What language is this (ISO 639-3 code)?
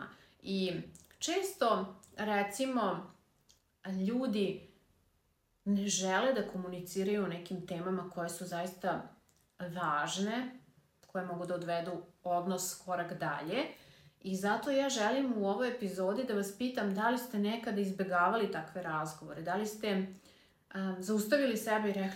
srp